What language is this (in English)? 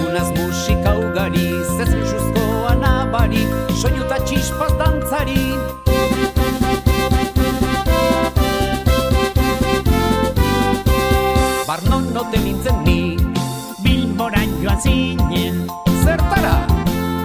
Basque